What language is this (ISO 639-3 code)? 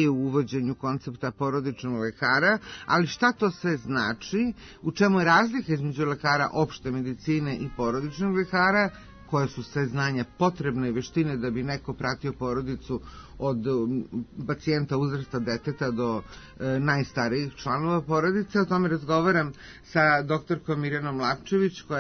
srp